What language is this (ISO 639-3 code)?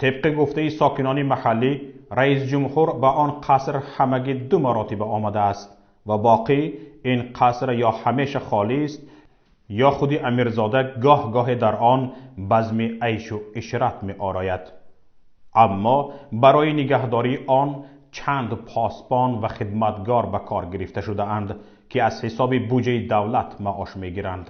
tgk